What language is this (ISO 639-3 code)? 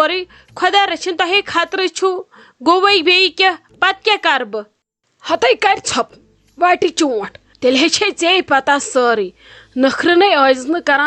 kas